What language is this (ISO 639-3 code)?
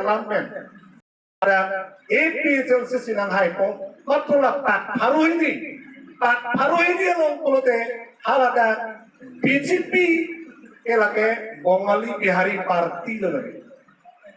mjw